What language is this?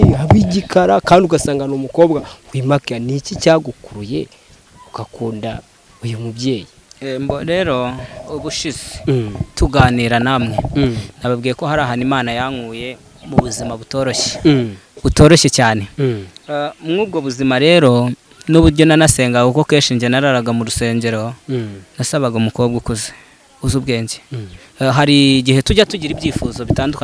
Kinyarwanda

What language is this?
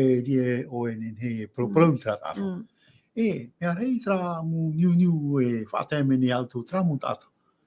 Tahitian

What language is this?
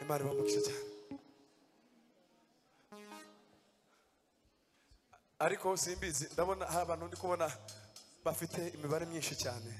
Kinyarwanda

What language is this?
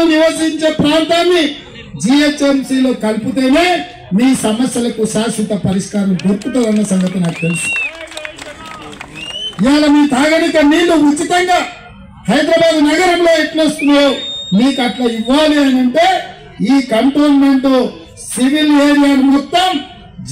Telugu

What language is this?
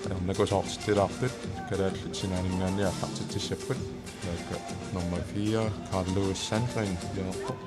Kalaallisut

